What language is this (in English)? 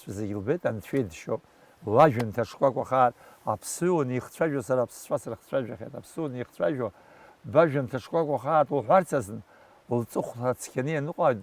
Abkhazian